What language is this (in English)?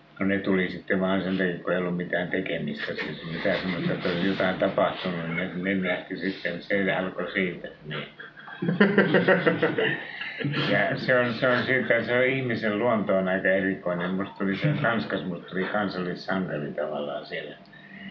Finnish